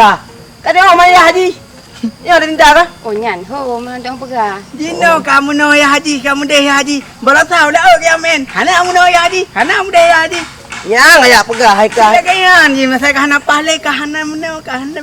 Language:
Achinese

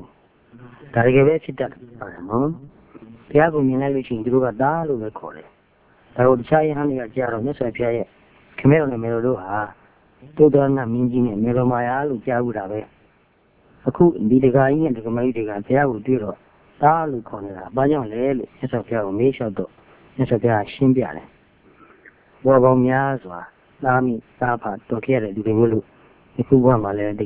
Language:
Burmese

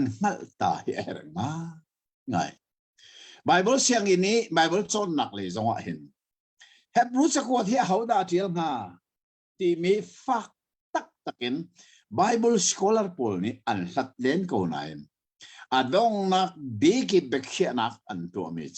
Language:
Hakha Chin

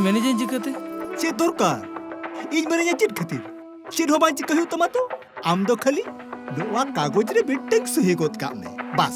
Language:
Santali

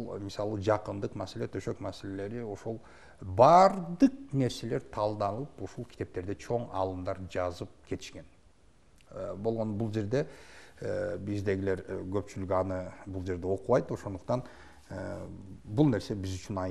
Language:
Kyrgyz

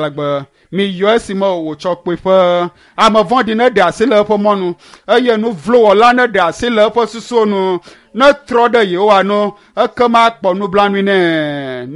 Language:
Ewe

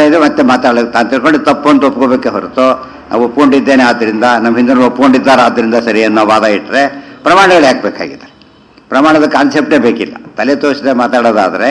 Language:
Kannada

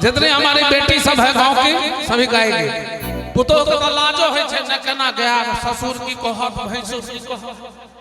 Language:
Maithili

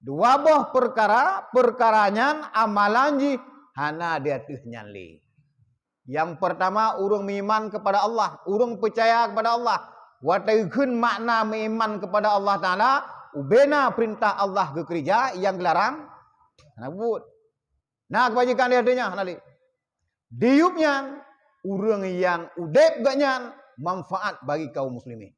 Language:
Achinese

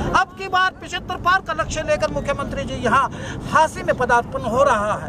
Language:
Hindi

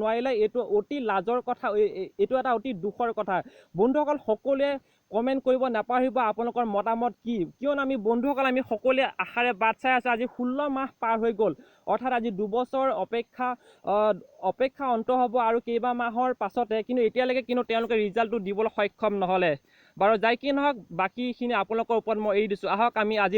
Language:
Assamese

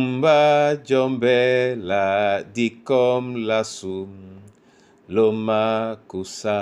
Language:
Duala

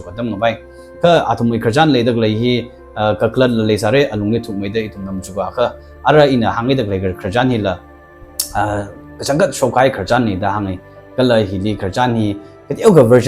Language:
Tangkhul Naga (India)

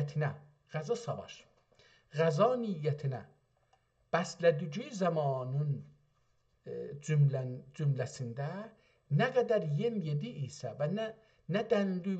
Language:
South Azerbaijani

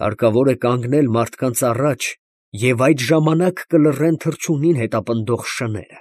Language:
Armenian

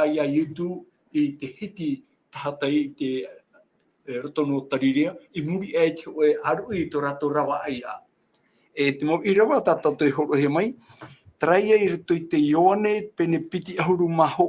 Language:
Tahitian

